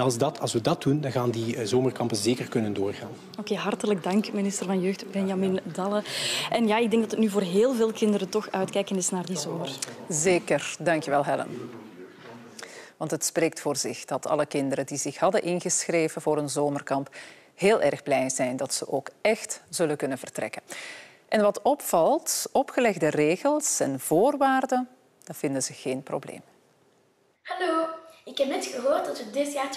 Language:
Dutch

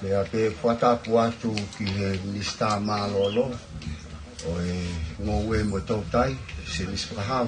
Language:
Tongan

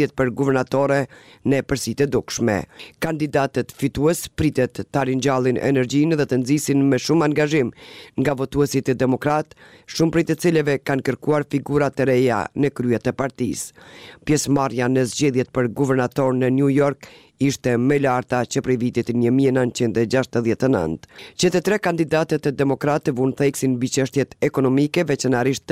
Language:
Albanian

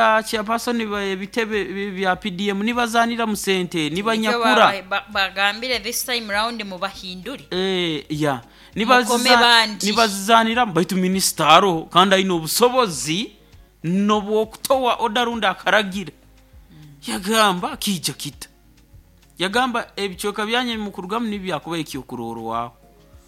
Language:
Nyoro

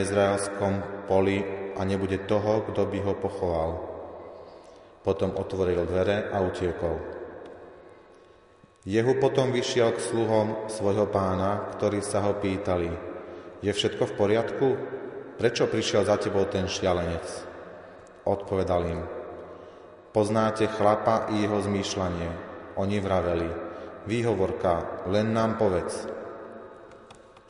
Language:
Slovak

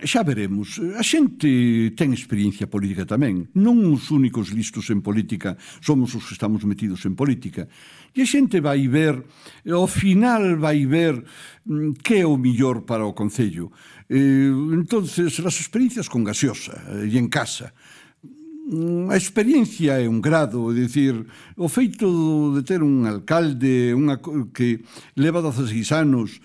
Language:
Galician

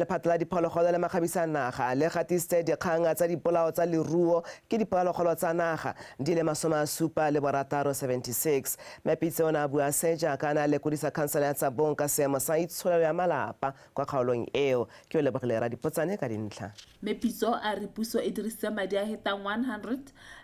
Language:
Tswana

